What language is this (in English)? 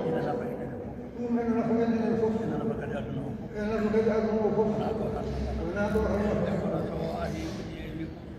Fula